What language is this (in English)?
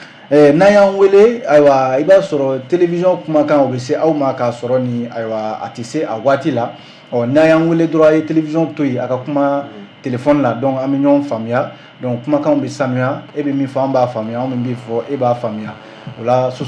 Bambara